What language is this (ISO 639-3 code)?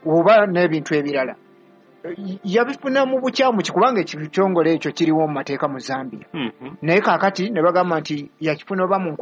lug